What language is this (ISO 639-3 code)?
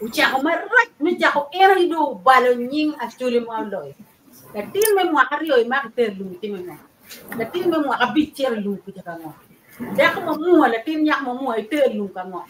ach